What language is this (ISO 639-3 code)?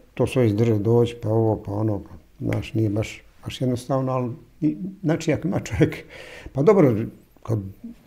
bos